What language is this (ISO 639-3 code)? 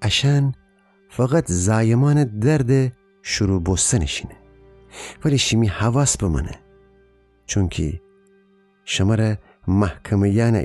glk